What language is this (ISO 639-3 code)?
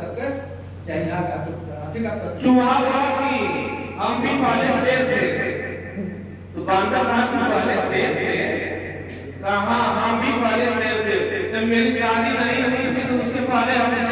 hin